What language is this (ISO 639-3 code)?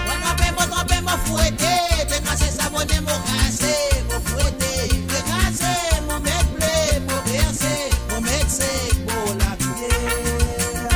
mfe